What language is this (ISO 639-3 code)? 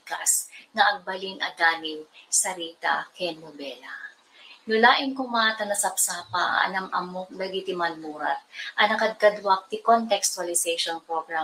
ilo